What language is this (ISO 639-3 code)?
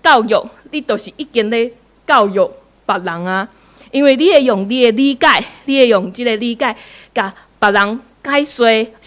nan